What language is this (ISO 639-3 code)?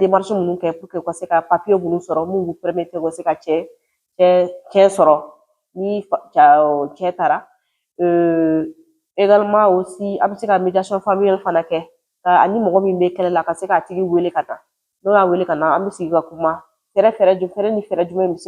bam